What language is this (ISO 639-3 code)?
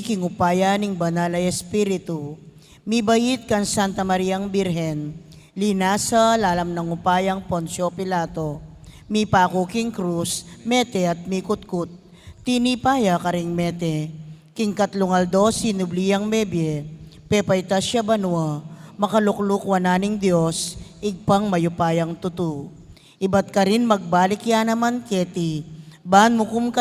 pam